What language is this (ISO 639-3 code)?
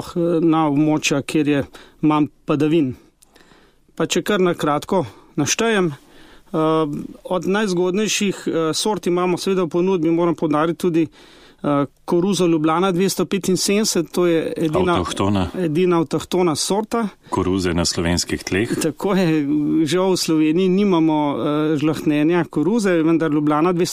slv